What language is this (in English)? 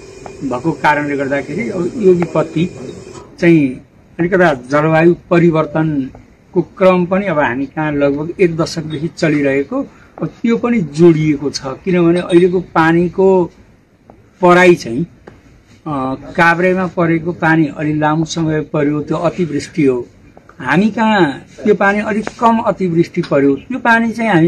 Nepali